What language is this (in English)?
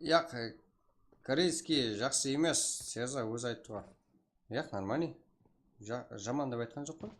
Kara-Kalpak